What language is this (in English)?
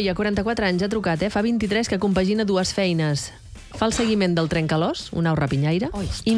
Catalan